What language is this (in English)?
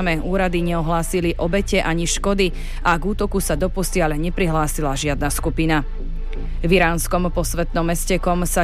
Slovak